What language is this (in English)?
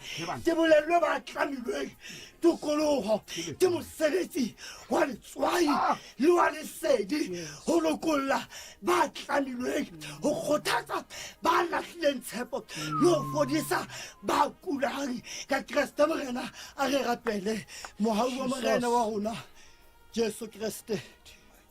Southern Sotho